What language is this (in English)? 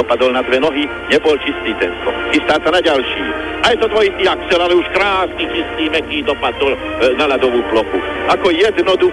Slovak